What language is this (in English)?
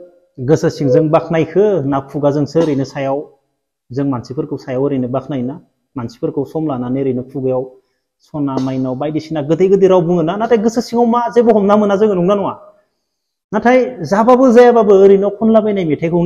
Bodo